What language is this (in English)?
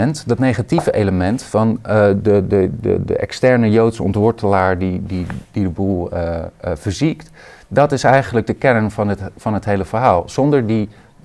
Dutch